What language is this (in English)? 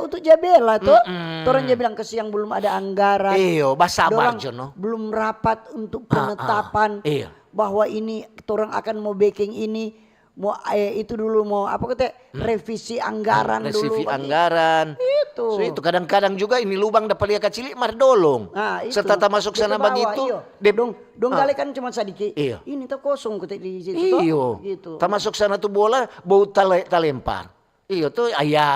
Manado Malay